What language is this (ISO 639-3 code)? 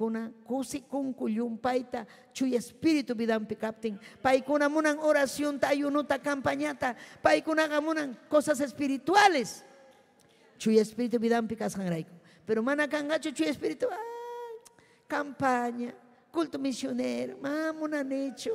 quy